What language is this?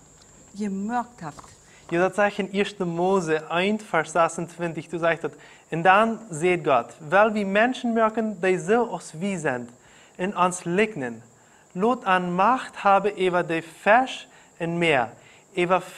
Plautdietsch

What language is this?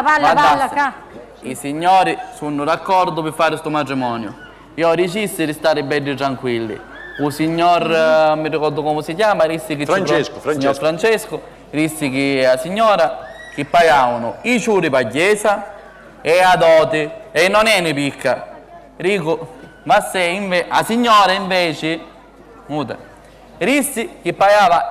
Sicilian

